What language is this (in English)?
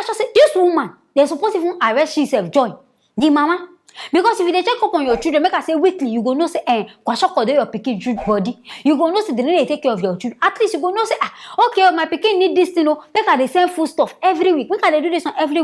Nigerian Pidgin